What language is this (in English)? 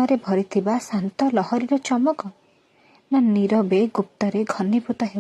Odia